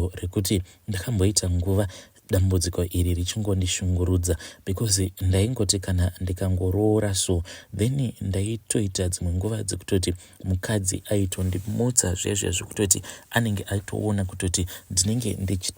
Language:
Shona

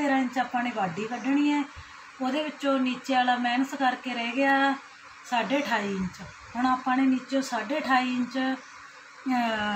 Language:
Punjabi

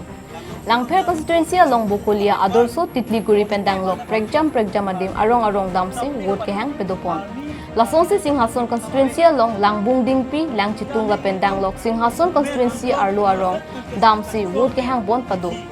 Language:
Karbi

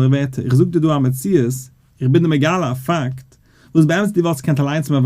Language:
Yiddish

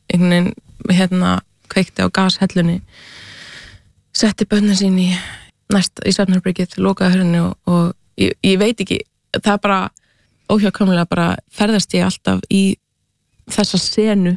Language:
Icelandic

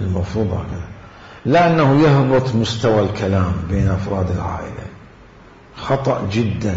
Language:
Mesopotamian Arabic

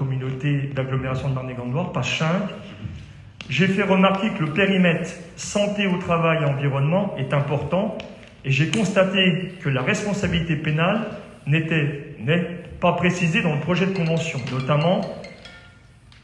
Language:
French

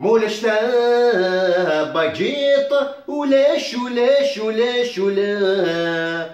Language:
Kabyle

